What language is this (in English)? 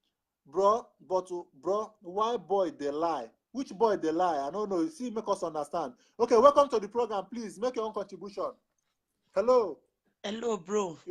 Nigerian Pidgin